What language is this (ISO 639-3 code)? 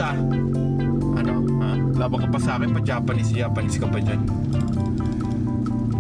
fil